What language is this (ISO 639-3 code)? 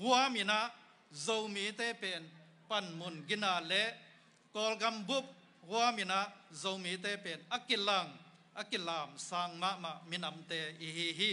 ctd